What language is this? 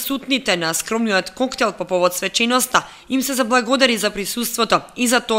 Macedonian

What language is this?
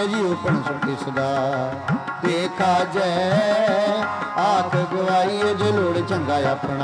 Punjabi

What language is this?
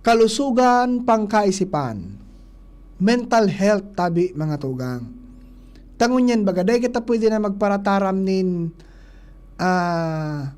Bikol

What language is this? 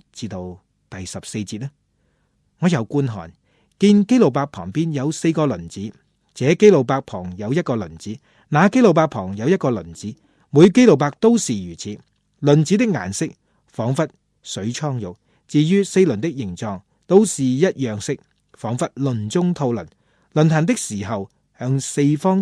Cantonese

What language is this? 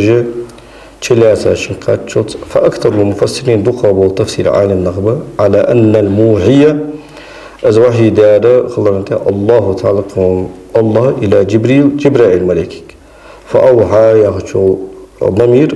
Ingush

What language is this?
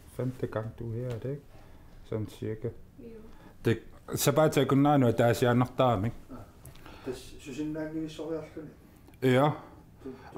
Kalaallisut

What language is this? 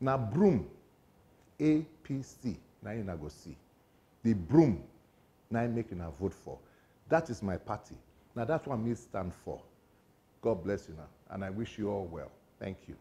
Nigerian Pidgin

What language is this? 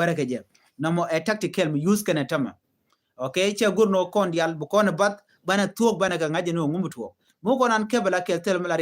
Nuer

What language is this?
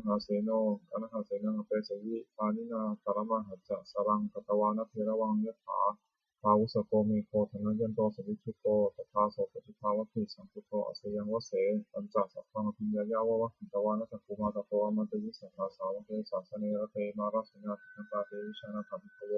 Pali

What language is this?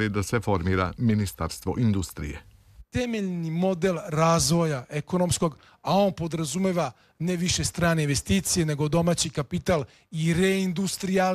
Serbian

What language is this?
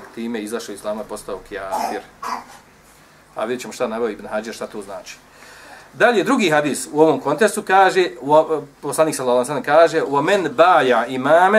Bosnian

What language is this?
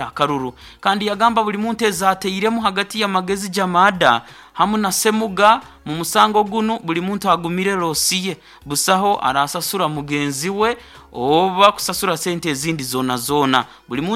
Nyoro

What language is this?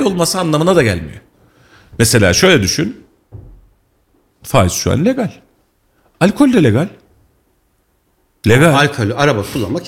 Turkish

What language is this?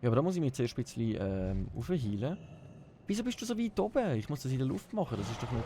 Swiss German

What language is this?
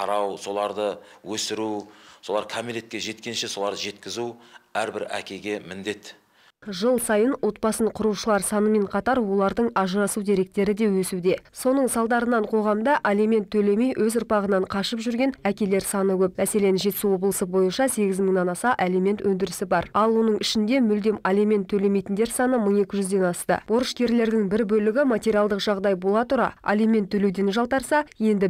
Kazakh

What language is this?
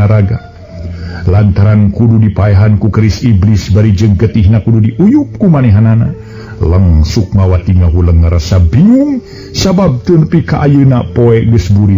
Sundanese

